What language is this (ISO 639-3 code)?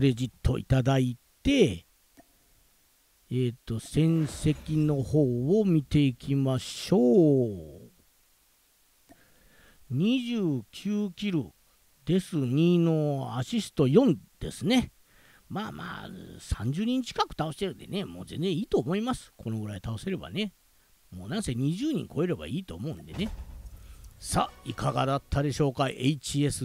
jpn